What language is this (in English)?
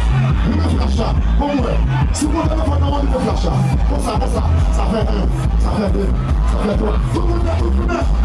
Haitian Creole